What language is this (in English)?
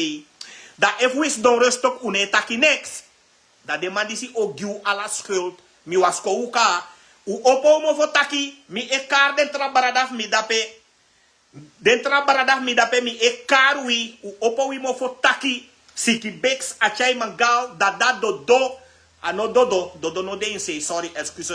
Sranan Tongo